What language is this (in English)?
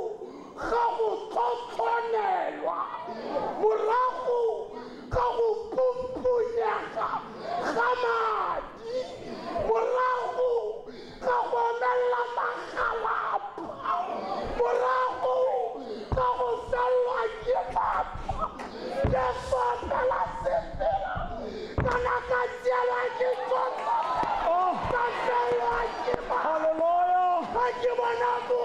Tswana